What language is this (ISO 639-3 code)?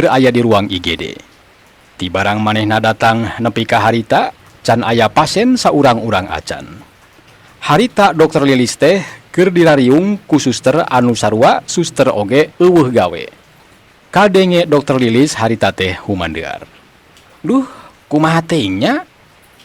sun